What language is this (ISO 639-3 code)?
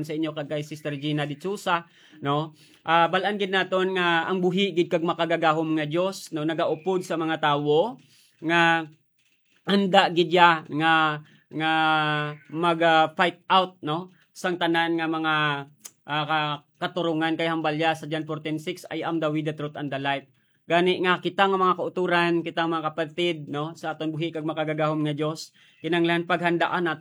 hil